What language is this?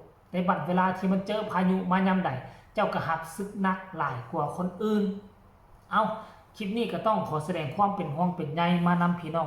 Lao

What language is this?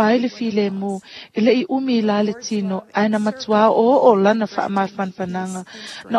Samoan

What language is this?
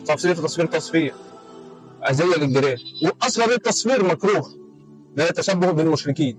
Egyptian Arabic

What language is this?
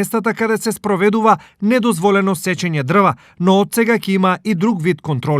Macedonian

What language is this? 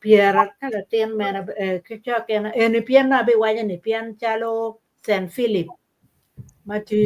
Acoli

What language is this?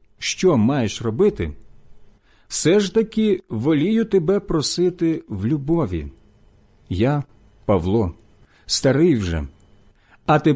Ukrainian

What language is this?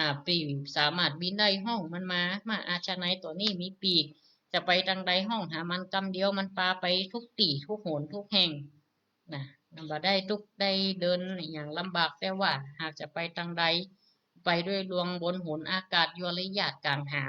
Northern Thai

